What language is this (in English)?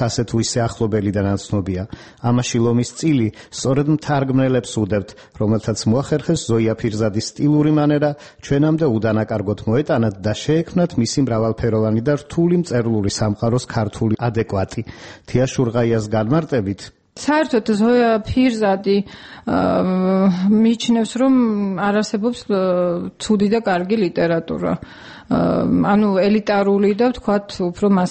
Georgian